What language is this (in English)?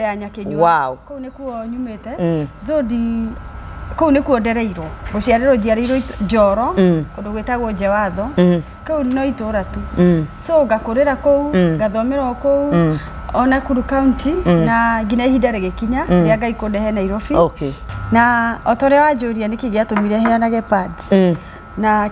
Kikuyu